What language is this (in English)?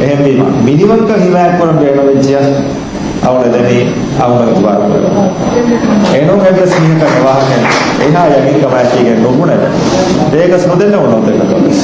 Divehi